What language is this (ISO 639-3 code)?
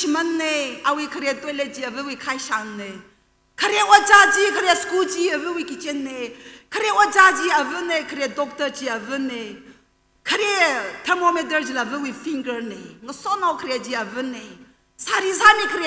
nmf